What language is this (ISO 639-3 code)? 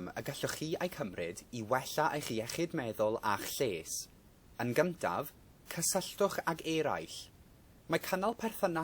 cym